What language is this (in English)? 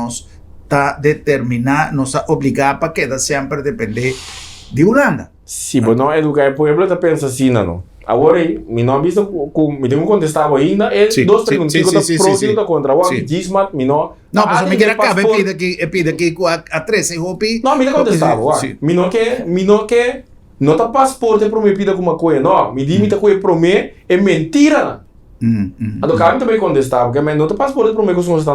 Papiamento